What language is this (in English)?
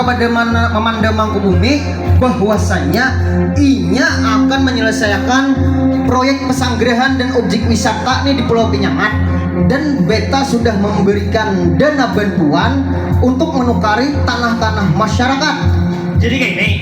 Banjar